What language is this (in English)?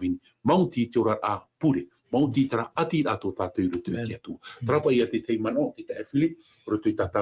Tahitian